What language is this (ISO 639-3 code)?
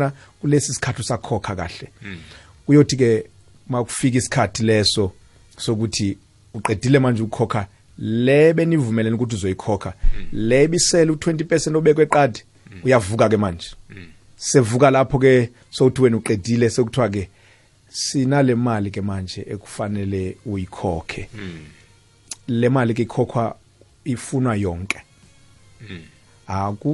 nbl